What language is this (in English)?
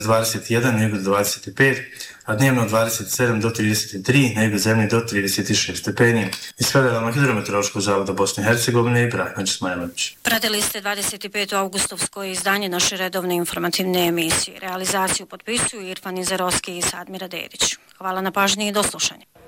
Bosnian